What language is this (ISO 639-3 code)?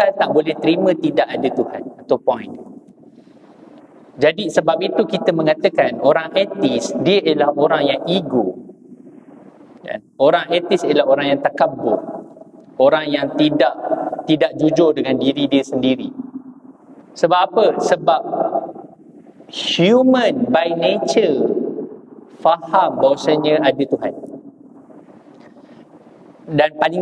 msa